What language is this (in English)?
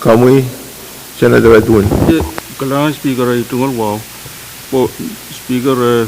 Pohnpeian